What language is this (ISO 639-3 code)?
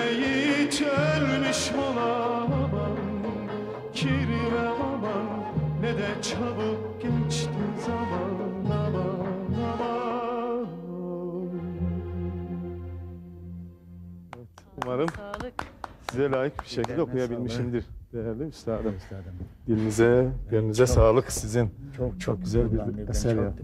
tur